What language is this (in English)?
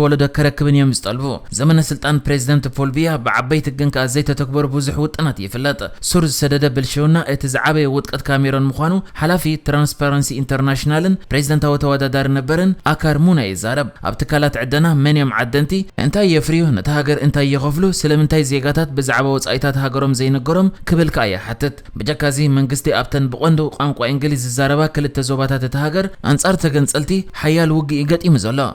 Tigrinya